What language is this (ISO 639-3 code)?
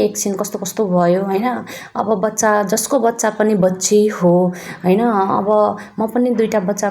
nep